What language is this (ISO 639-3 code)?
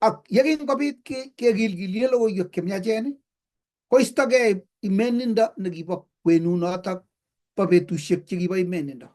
kln